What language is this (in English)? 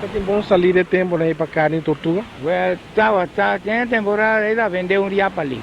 Papiamento